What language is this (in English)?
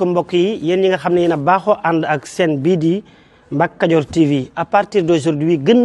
Wolof